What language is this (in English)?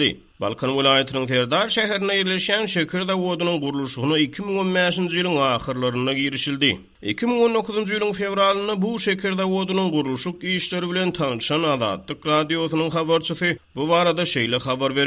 Turkmen